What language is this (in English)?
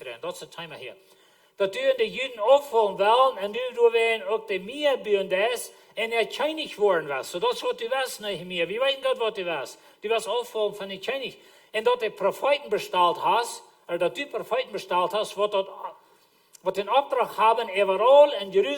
Plautdietsch